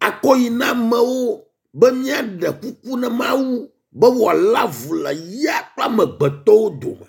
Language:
Ewe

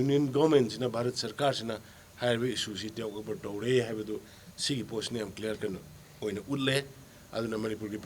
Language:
Manipuri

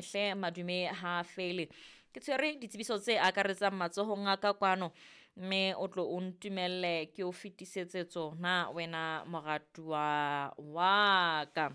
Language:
Southern Sotho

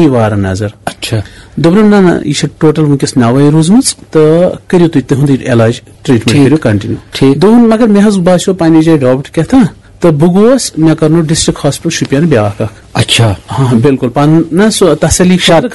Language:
Kashmiri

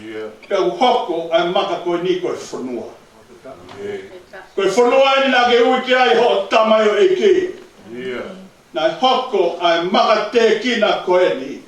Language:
Tongan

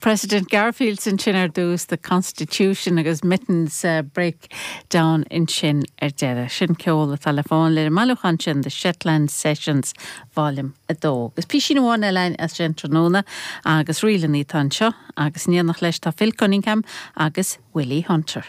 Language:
Irish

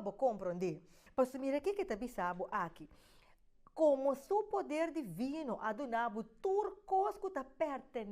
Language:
Papiamento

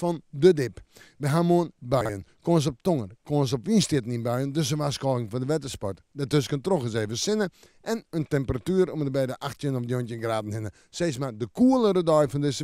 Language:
Western Frisian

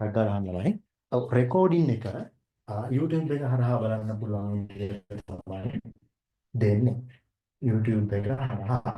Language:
Sinhala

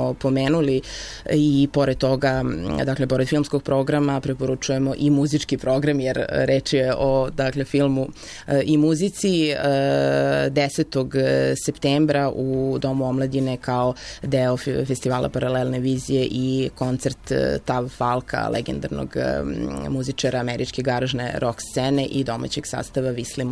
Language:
Serbian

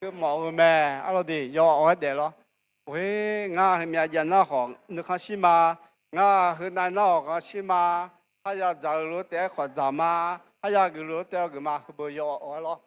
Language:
Akha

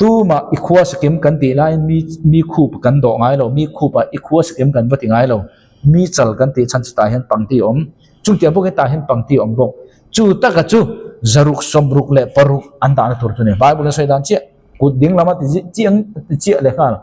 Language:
Mizo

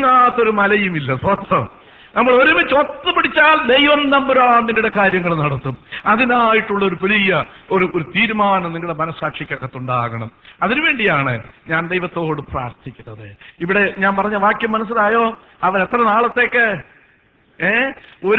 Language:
Malayalam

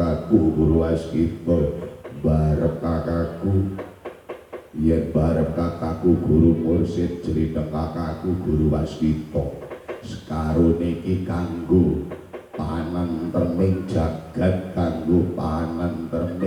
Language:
Javanese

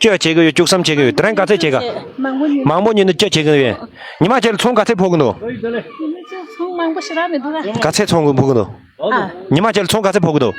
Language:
Tibetan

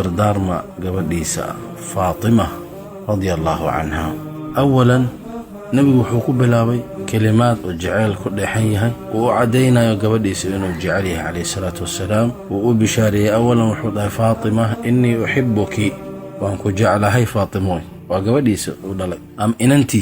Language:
Somali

